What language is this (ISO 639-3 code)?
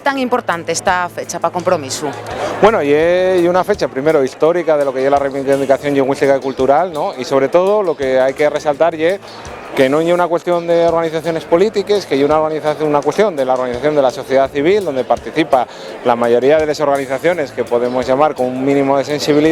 ast